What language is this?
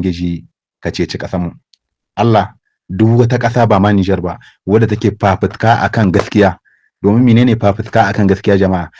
Hausa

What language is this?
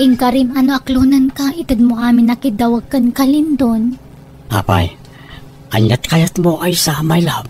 Iloko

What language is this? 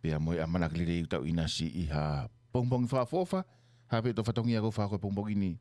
Tongan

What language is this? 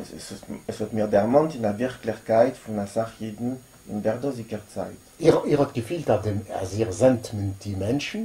Yiddish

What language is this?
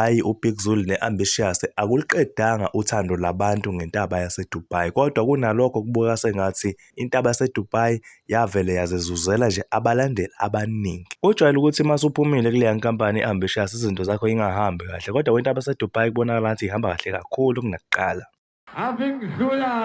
Zulu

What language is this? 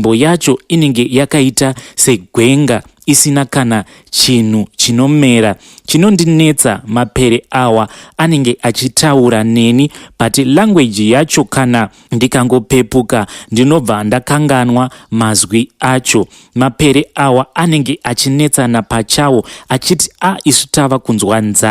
Shona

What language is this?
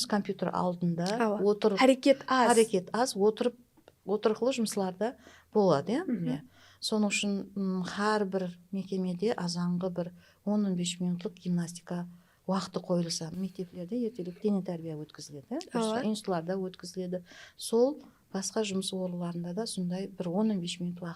Kara-Kalpak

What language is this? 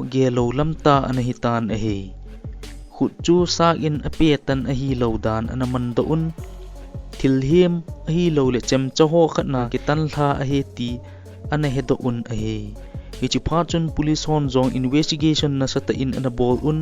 Thado Chin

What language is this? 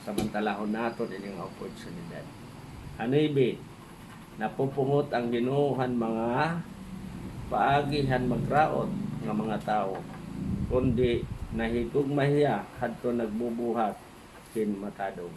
Waray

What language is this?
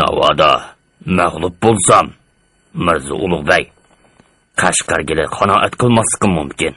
Uyghur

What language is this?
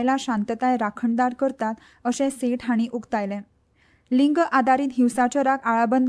Konkani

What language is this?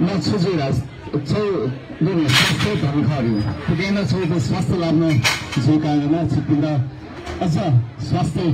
Newari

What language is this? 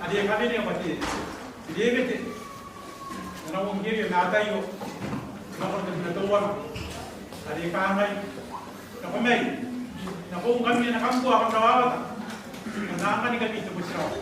Gilbertese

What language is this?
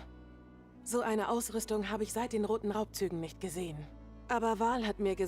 Bavarian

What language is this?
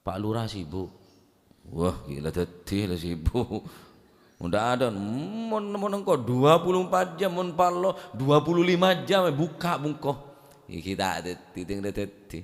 Madurese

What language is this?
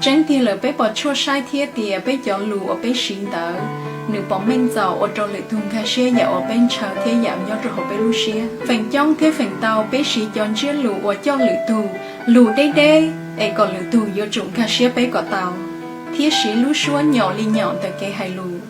Hmong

